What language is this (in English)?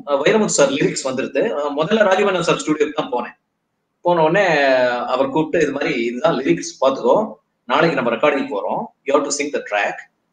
Tamil